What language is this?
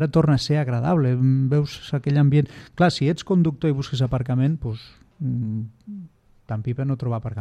Catalan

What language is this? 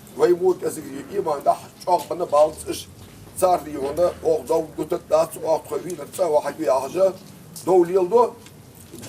Ingush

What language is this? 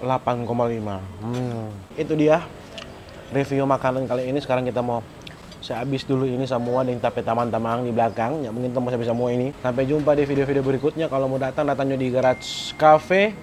Manado Malay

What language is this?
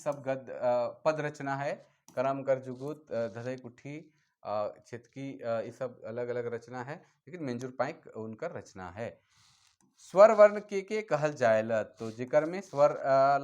Sadri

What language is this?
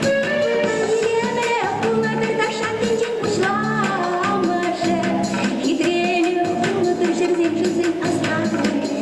Chuvash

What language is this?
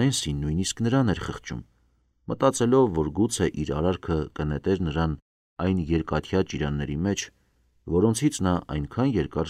Armenian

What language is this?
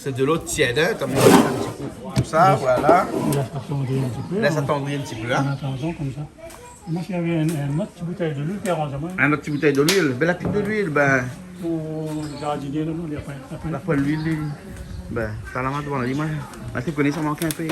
Réunion Creole French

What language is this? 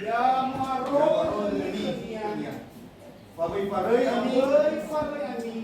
Nias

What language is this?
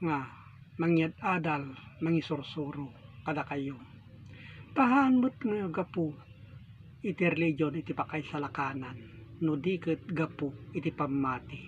Iloko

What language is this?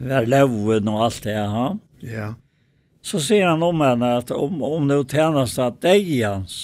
Faroese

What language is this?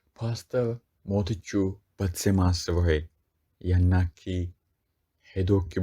Sidamo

